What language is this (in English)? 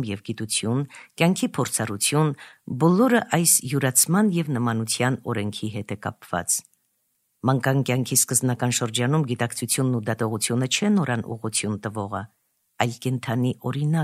Armenian